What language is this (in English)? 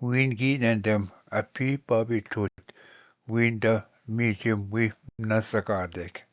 Ojibwa